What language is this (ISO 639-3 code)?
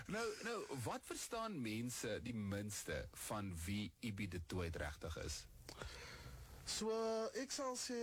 afr